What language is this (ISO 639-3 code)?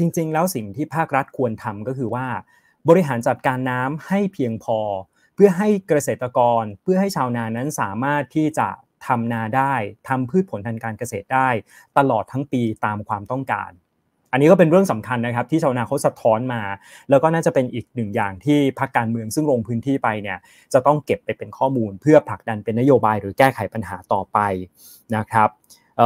tha